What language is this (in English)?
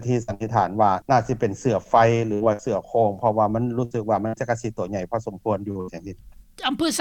Lao